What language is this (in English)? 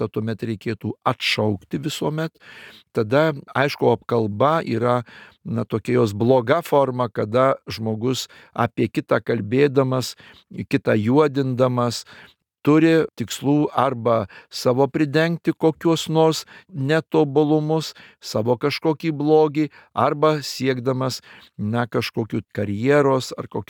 Lithuanian